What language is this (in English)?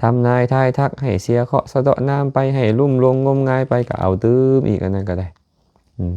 Lao